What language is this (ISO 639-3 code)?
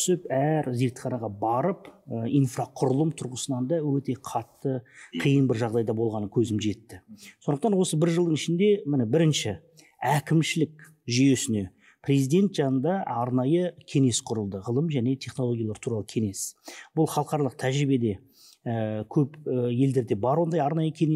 kaz